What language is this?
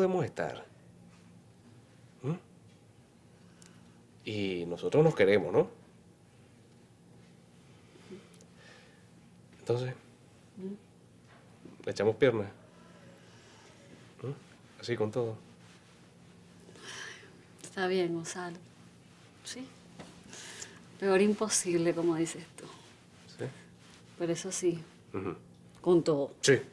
Spanish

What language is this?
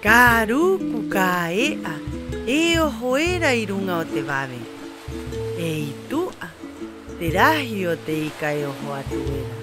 Rapanui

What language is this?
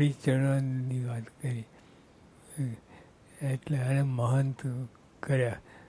Gujarati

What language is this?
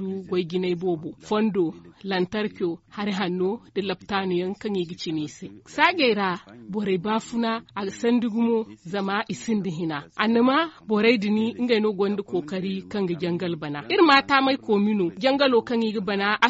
Zarma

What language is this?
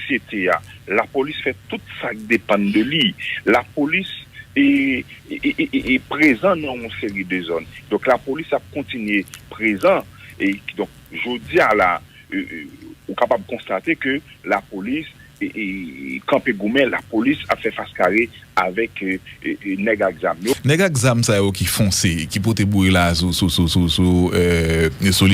Haitian Creole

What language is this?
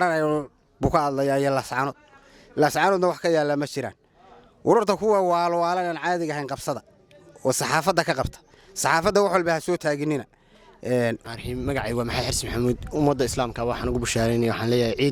Somali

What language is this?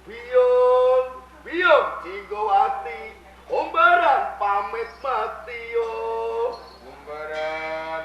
Javanese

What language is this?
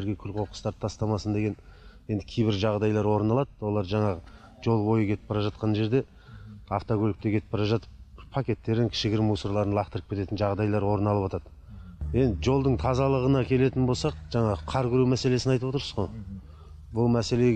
Kazakh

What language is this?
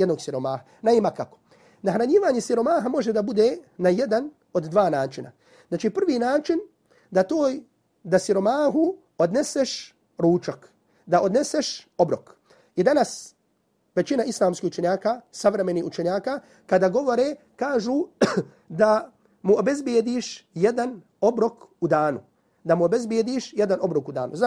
Bosnian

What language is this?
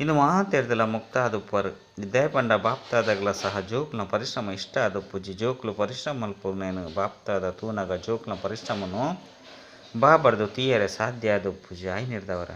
Tulu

